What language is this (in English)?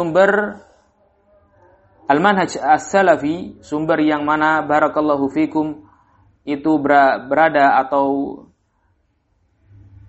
Indonesian